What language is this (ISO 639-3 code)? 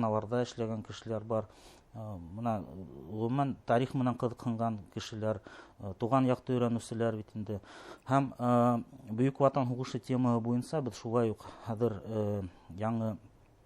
bak